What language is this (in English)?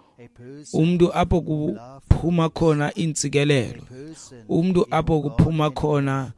Xhosa